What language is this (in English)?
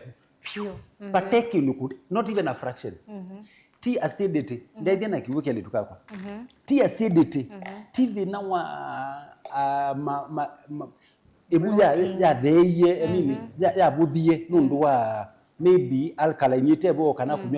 Kamba